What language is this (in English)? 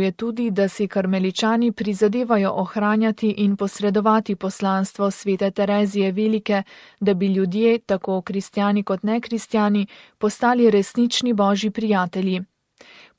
Slovenian